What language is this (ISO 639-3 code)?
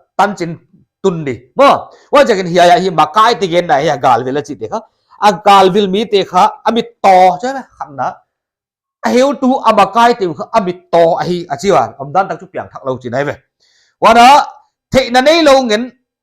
pck